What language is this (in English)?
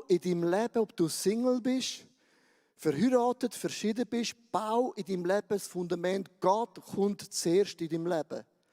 Swiss German